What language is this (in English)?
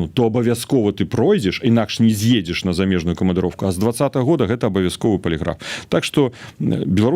Belarusian